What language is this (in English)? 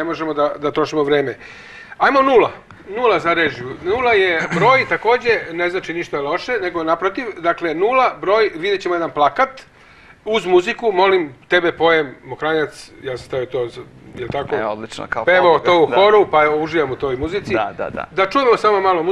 Serbian